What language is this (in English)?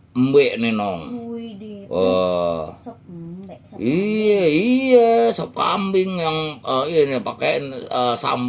Betawi